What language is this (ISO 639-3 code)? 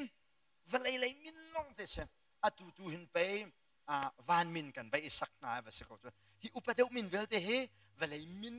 cnh